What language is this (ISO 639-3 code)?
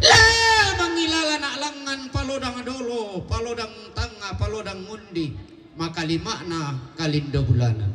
sda